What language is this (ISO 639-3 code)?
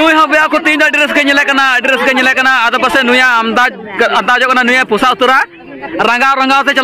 sat